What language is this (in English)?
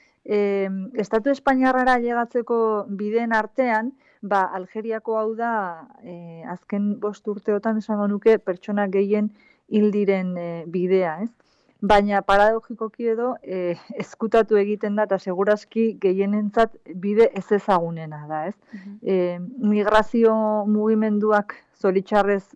Basque